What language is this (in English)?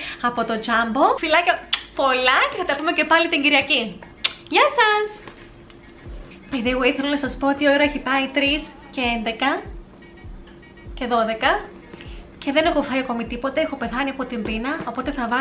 Greek